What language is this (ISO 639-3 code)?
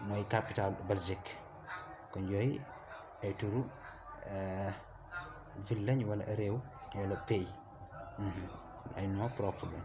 wol